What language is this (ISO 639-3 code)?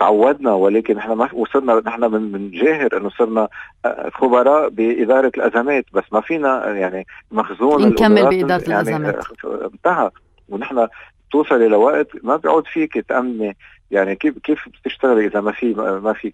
apc